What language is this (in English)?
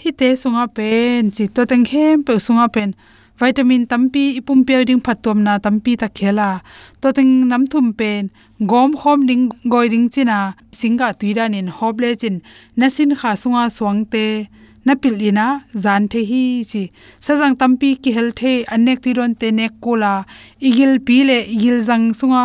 Tedim Chin